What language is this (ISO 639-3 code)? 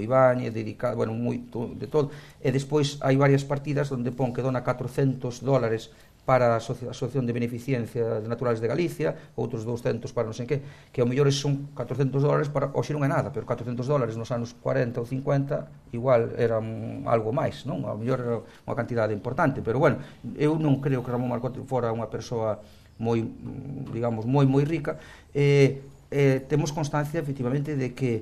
glg